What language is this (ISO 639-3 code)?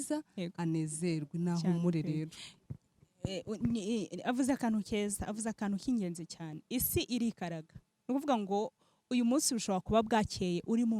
kin